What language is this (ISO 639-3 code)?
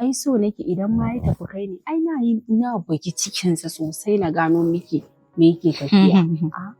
hau